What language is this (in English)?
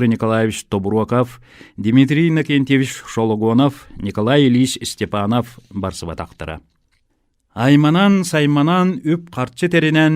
Yakut